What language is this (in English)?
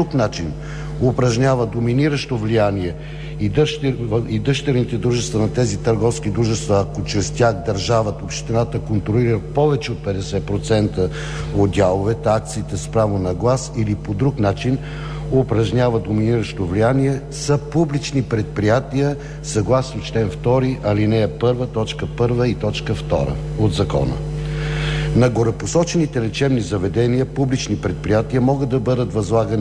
Bulgarian